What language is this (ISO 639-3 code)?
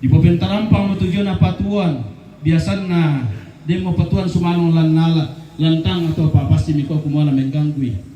sda